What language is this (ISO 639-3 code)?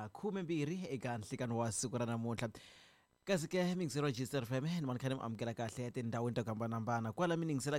tso